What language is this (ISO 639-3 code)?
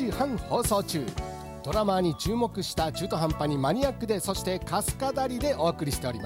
jpn